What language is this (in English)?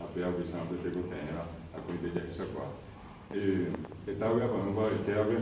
Guarani